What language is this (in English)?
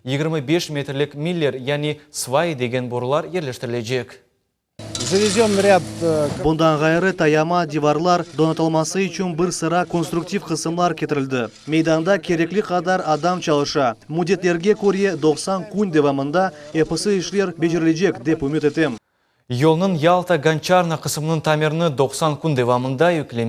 Crimean Tatar